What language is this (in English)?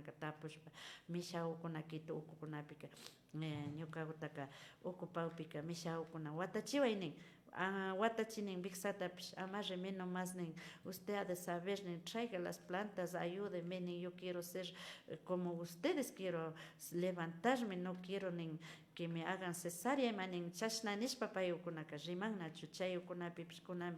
Imbabura Highland Quichua